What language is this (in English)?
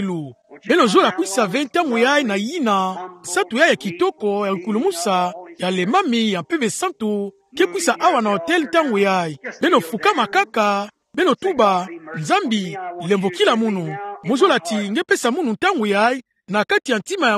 Kituba (Democratic Republic of Congo)